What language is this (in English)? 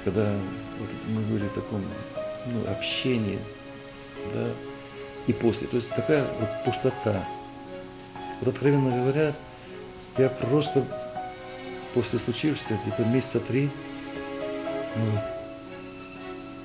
Russian